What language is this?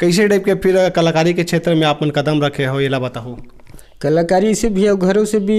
Chhattisgarhi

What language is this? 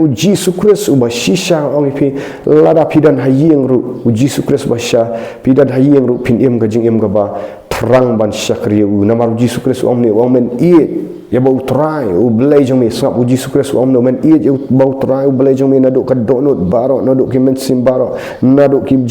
Khasi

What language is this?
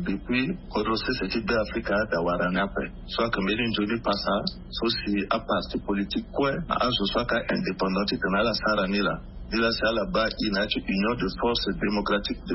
Sango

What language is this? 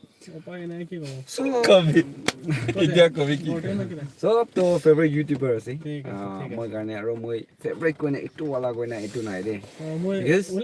Naga Pidgin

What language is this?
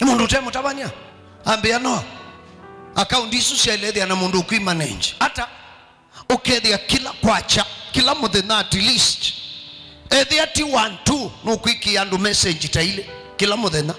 Kamba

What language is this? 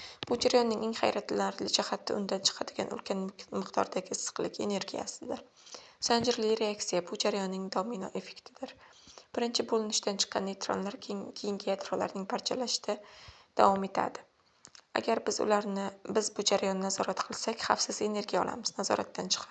Uzbek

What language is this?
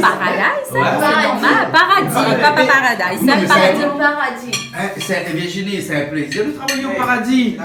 Réunion Creole French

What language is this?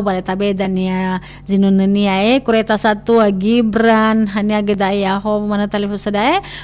Nias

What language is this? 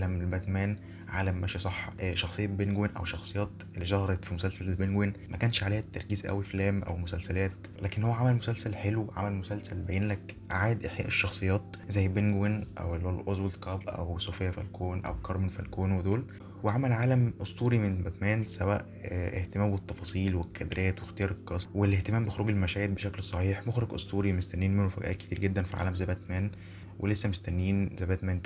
Egyptian Arabic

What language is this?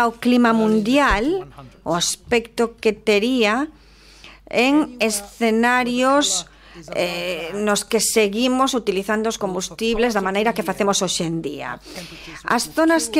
Galician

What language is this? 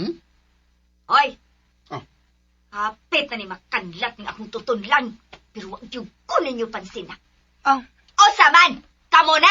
Cebuano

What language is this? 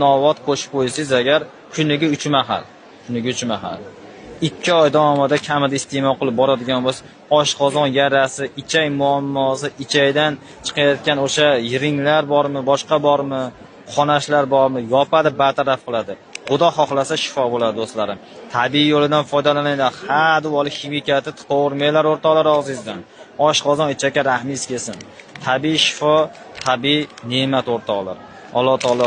Uzbek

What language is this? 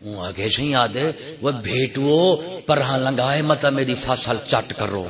Saraiki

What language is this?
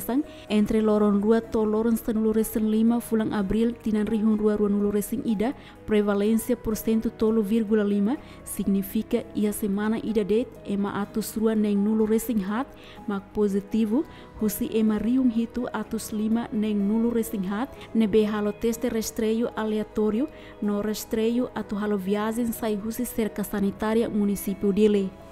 Tetum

